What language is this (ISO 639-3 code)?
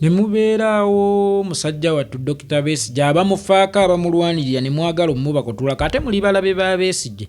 lug